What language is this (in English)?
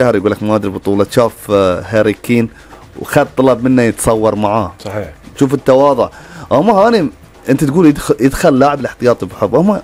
Gulf Arabic